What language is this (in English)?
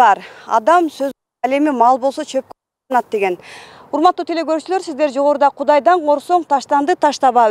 Kyrgyz